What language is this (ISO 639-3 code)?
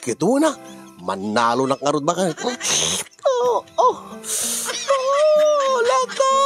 ilo